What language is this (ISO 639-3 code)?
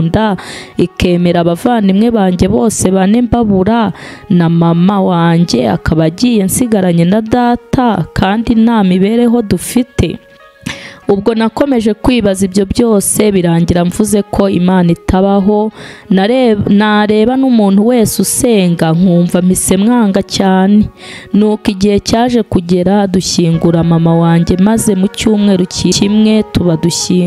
kin